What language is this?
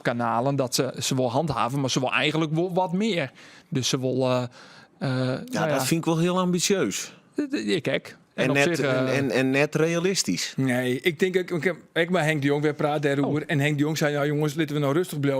Western Frisian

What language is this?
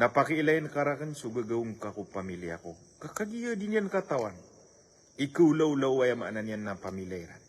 Maranao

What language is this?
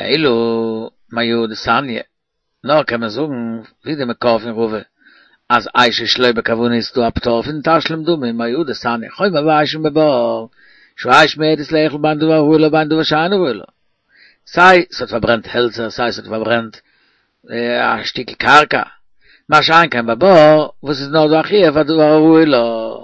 Yiddish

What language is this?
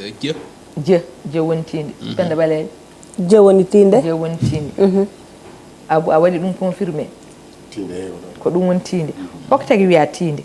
Fula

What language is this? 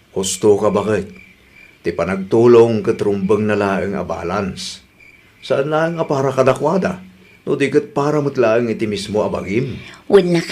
Iloko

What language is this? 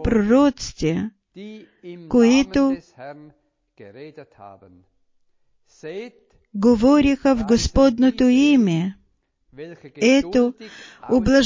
Bulgarian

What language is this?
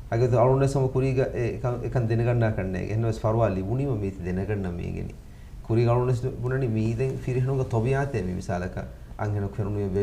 Divehi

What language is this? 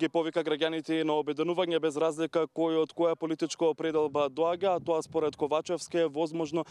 Macedonian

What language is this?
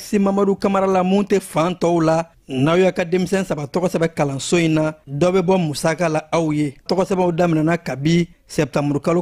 Bambara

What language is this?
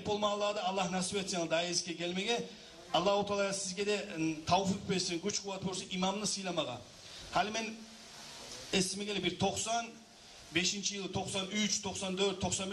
Kumyk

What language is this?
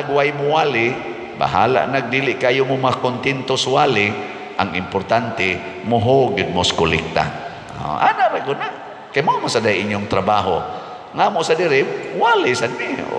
Cebuano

